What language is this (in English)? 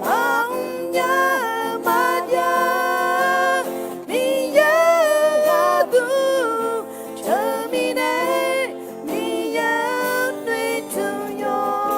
Akha